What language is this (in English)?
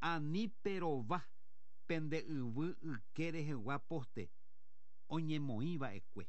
Guarani